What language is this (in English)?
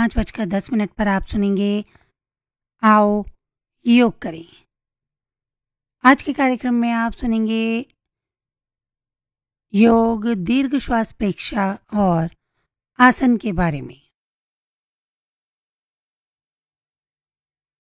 Hindi